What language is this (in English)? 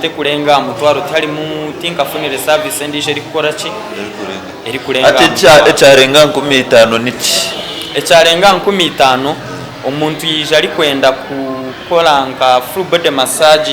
Nyankole